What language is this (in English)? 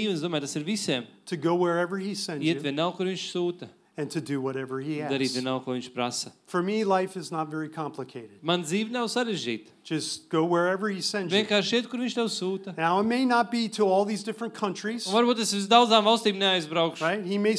Latvian